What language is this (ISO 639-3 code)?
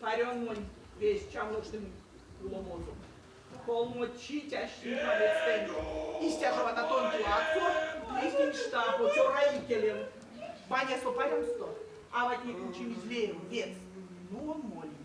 myv